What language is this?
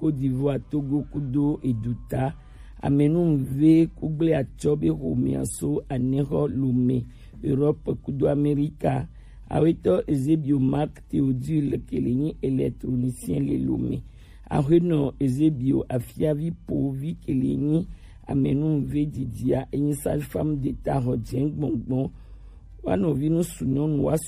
Gen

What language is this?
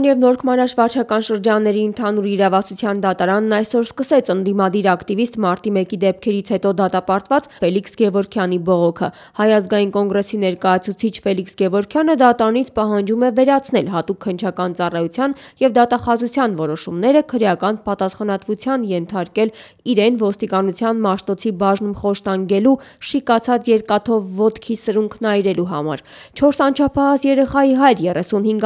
Armenian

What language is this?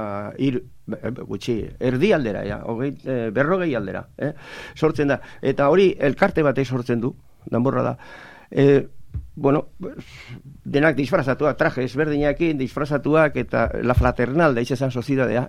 Basque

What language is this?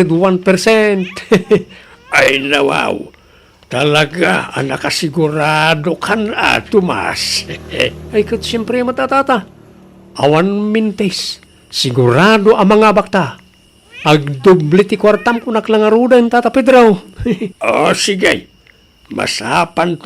Iloko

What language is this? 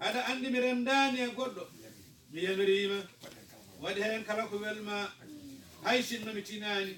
Fula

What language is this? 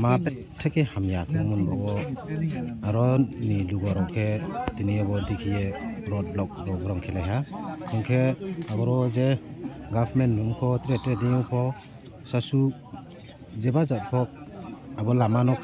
Riang (India)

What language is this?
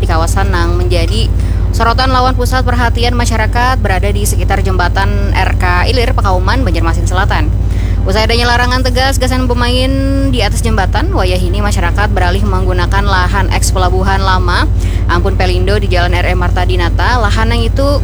Banjar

